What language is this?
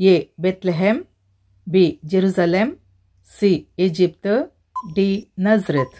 Konkani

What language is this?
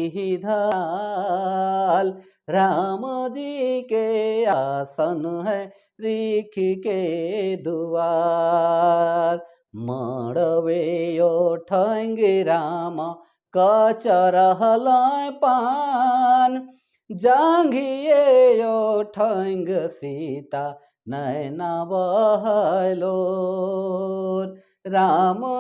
Sadri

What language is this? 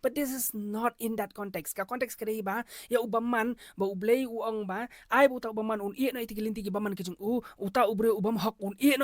Khasi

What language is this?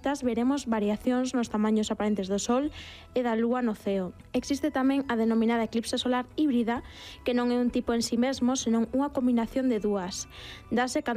Galician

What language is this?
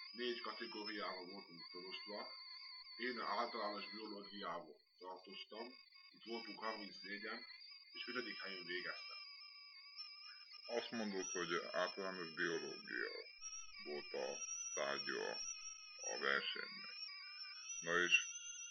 Hungarian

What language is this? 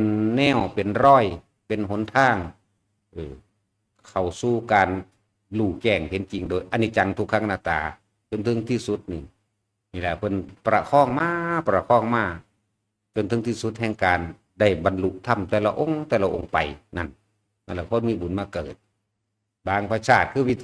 Northeastern Thai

